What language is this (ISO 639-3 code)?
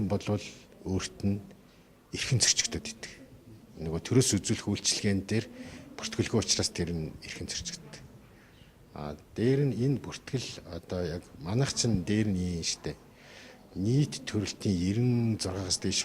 mon